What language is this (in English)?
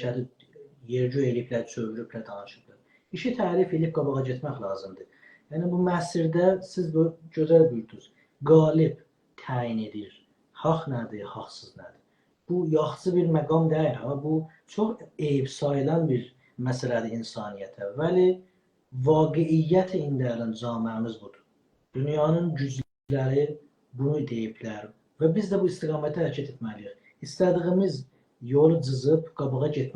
South Azerbaijani